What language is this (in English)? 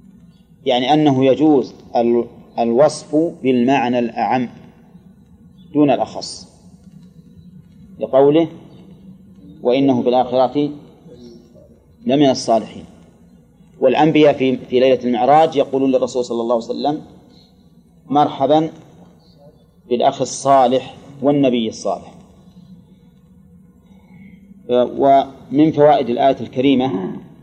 Arabic